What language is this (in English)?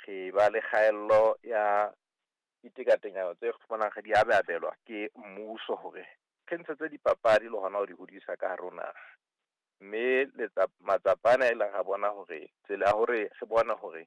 Southern Sotho